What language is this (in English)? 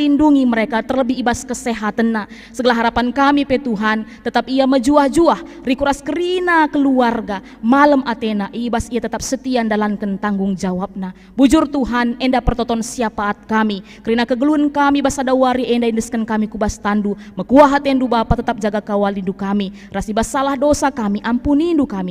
Batak Karo